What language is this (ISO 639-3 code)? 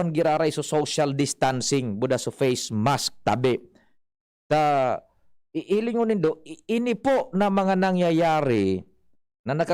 bik